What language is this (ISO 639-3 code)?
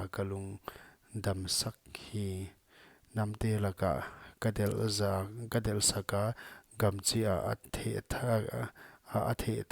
pck